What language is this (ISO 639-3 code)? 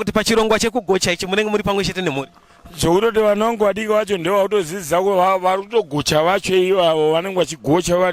sna